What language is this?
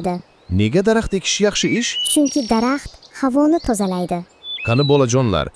Uzbek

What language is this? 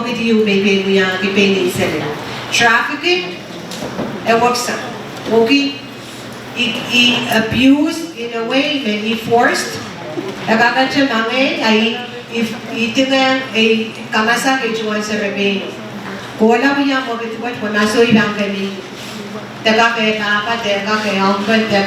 Pohnpeian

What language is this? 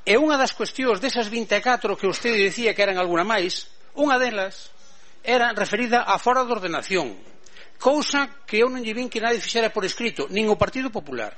Galician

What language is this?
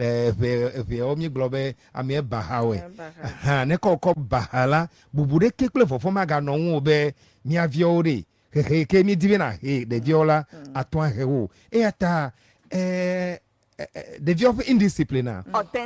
Ewe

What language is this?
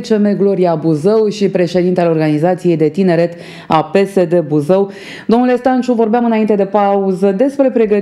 Romanian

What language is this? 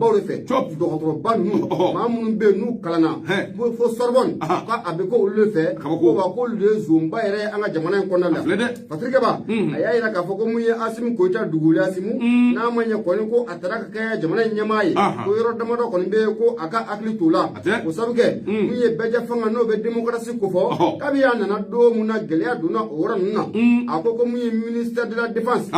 Bambara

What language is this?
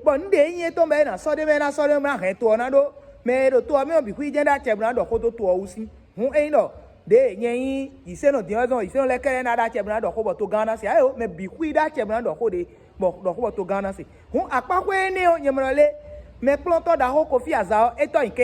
Fon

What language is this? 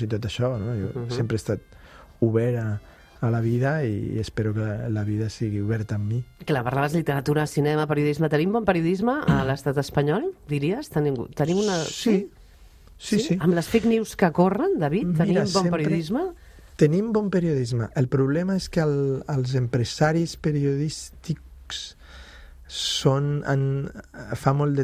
Catalan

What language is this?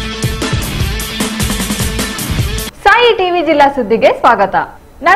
Kannada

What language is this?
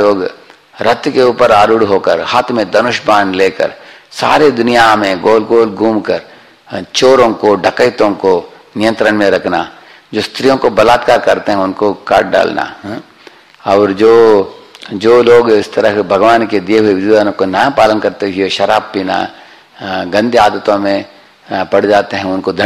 Hindi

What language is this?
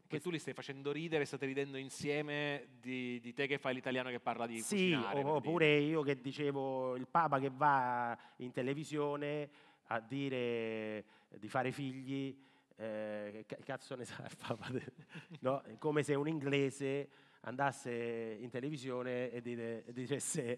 Italian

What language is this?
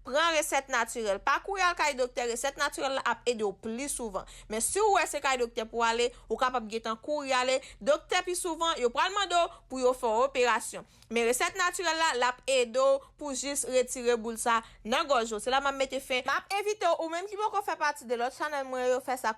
Haitian Creole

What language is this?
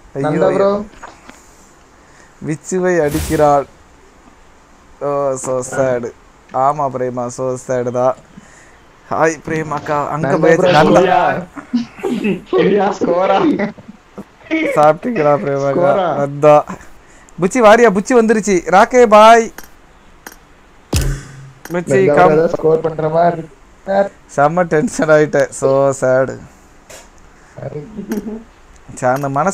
Tamil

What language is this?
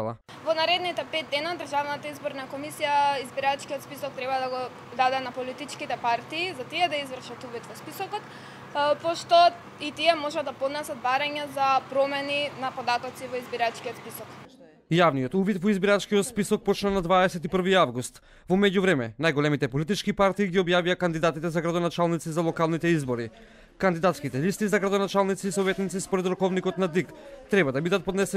Macedonian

